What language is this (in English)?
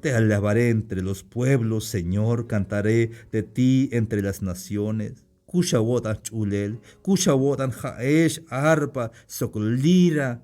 Tzeltal